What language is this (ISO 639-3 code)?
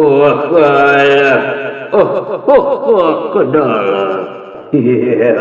sun